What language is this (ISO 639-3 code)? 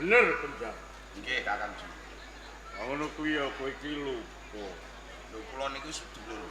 jav